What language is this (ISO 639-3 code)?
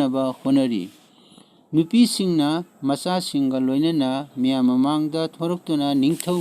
mni